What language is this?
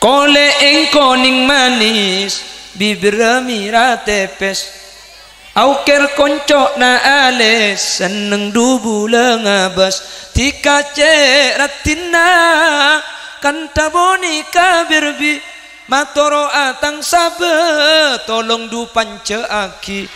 Madurese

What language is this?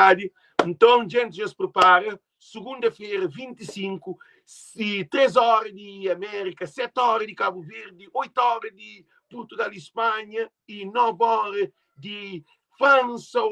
Kabuverdianu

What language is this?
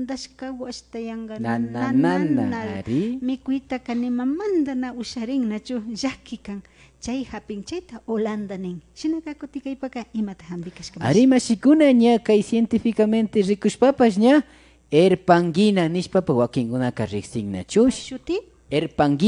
Imbabura Highland Quichua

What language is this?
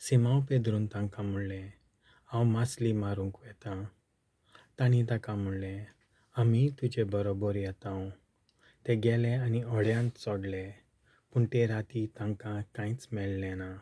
Konkani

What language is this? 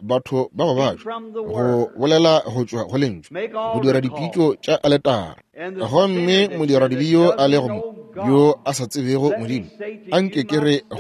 Northern Sotho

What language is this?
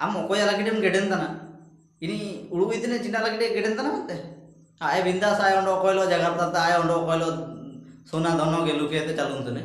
Ho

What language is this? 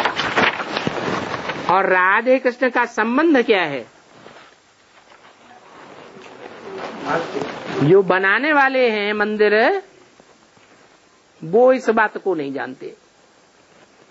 Hindi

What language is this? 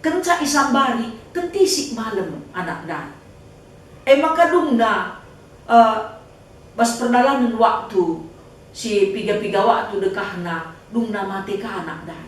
Batak Karo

